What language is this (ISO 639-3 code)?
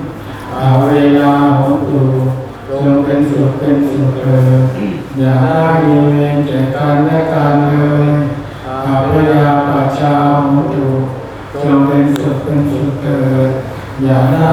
pli